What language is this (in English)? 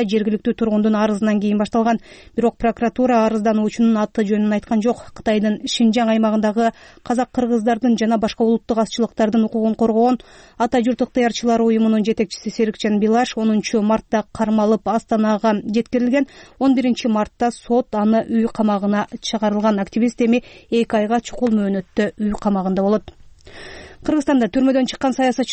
Kyrgyz